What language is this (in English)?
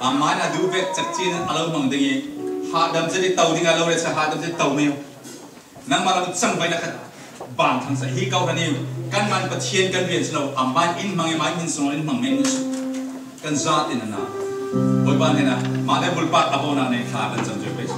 Falam Chin